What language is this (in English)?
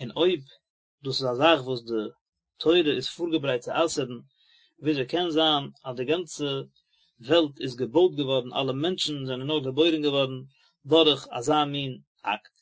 Yiddish